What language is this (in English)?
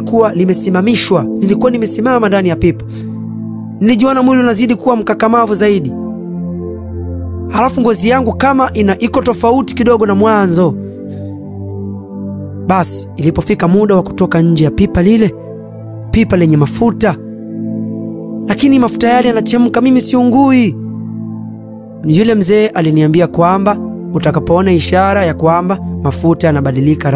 Swahili